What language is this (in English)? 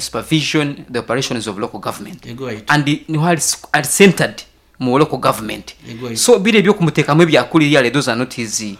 Nyankole